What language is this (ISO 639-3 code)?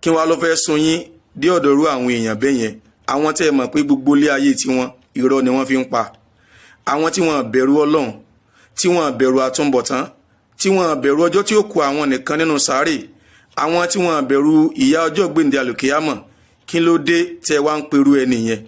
yor